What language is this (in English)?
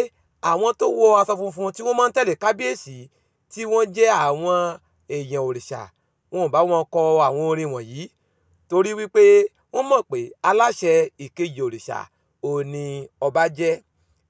Yoruba